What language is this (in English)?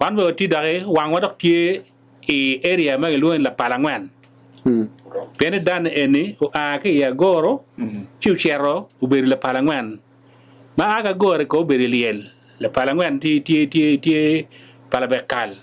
Acoli